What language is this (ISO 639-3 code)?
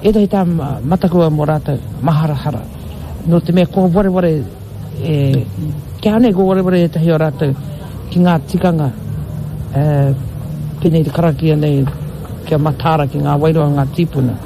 mri